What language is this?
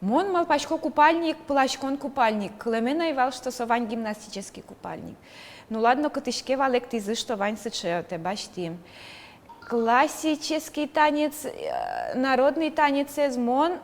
Udmurt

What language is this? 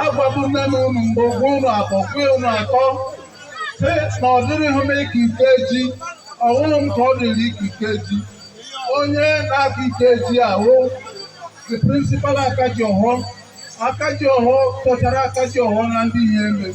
Igbo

